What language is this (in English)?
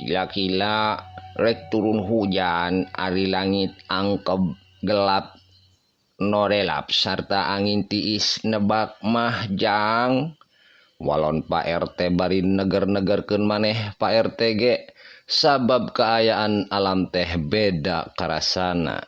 Sundanese